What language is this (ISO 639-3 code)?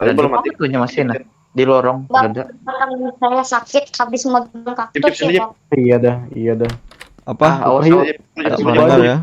bjn